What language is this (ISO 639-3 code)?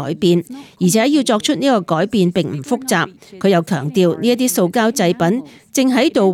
yue